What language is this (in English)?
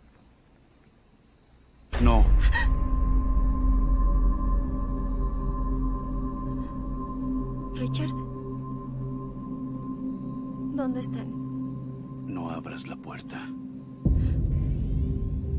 Spanish